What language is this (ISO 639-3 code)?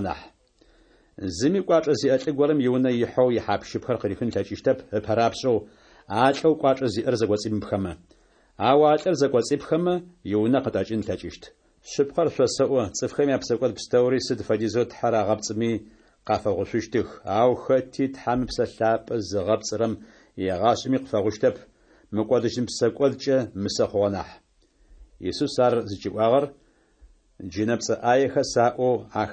ady